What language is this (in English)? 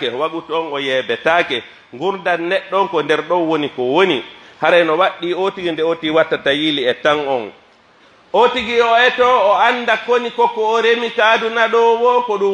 Pular